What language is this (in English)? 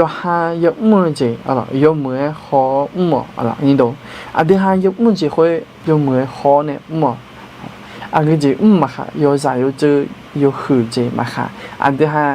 Akha